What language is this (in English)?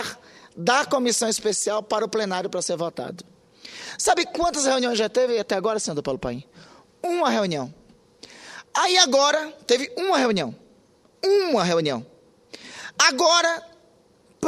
Portuguese